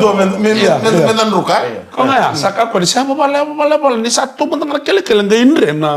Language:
Fijian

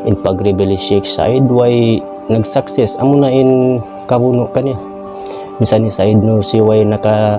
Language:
Tausug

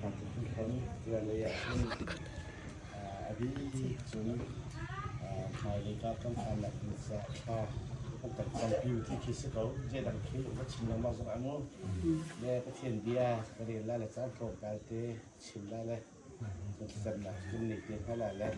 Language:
Hakha Chin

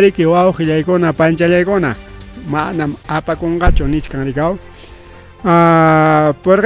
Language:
Ayacucho Quechua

